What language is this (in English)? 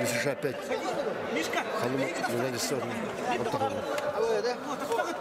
Yakut